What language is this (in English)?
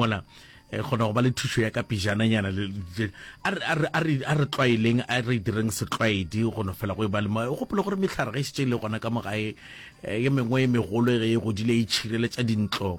Northern Sotho